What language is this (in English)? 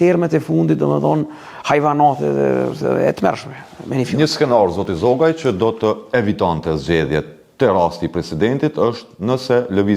Albanian